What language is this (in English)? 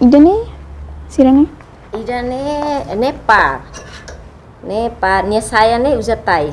Tetum